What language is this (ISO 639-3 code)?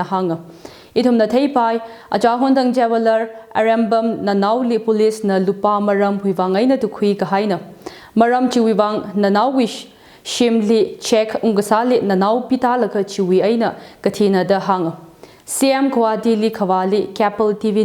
nmf